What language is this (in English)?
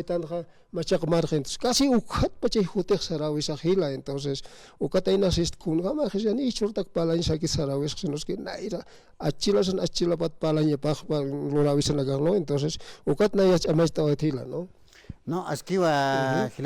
Aymara